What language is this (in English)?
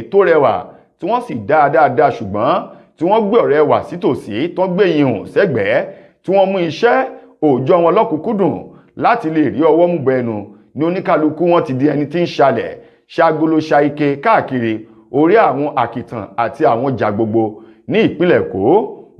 Yoruba